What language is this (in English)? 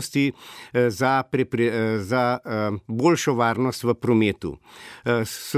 Slovenian